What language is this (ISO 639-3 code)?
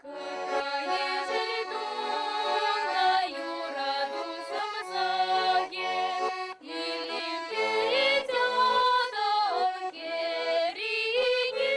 chv